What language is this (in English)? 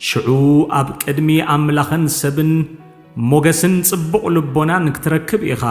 Tigrinya